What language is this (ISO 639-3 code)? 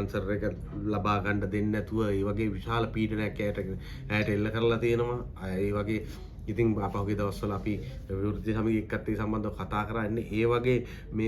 sin